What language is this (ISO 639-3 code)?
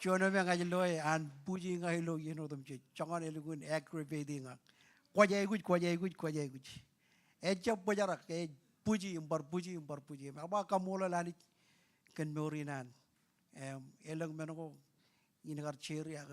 mah